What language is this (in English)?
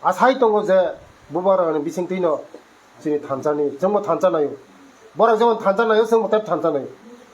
Kok Borok